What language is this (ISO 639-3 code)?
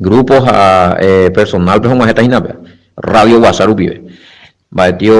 grn